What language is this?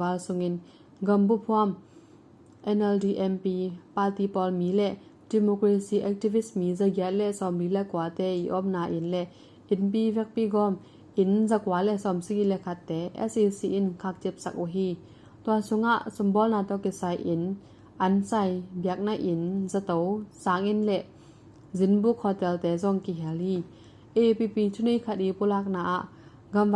Tedim Chin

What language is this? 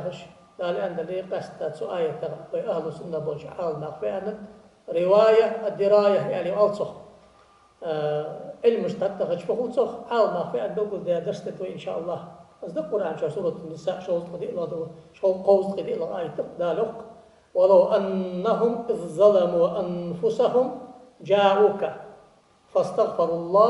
Ingush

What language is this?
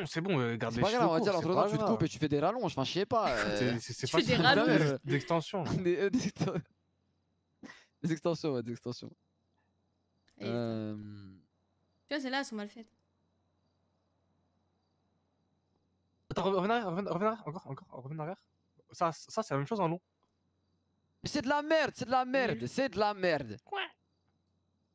French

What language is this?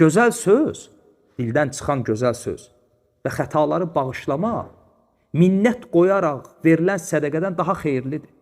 Azerbaijani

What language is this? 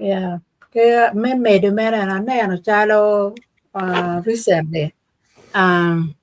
Acoli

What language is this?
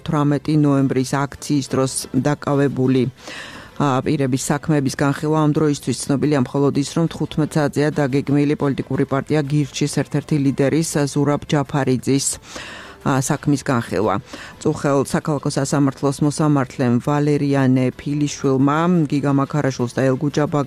Georgian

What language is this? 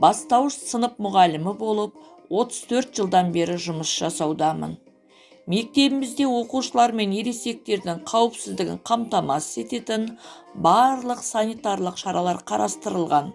Kazakh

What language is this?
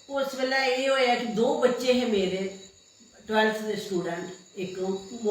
Dogri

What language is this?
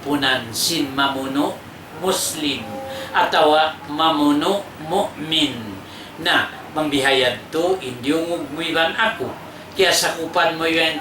Tausug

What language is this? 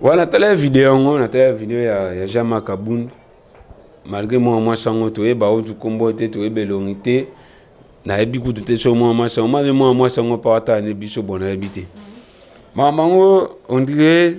Lingala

